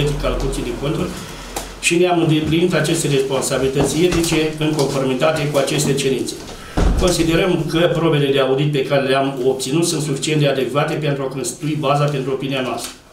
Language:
Romanian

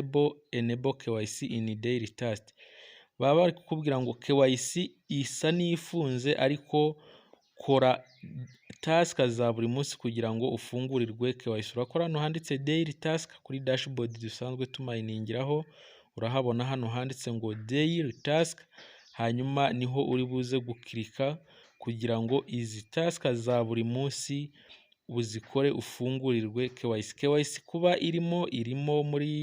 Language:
Kinyarwanda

